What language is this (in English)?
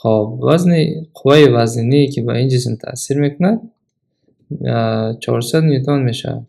Tajik